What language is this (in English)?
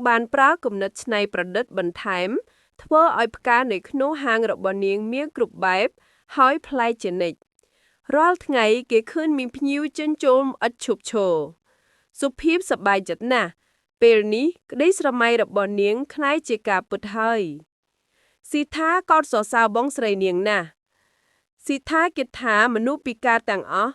Khmer